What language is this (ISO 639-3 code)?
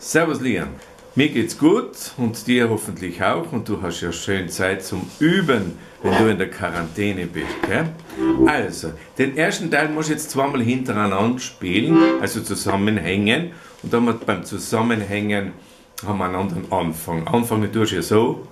bar